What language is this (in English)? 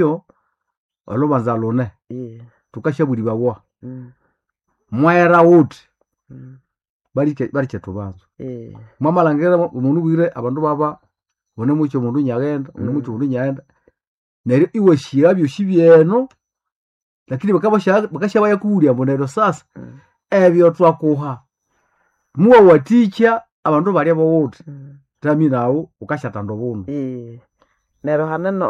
Nande